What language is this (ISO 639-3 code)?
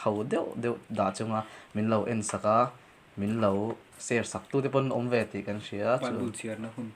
lus